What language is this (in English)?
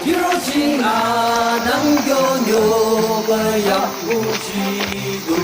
Yimchungru Naga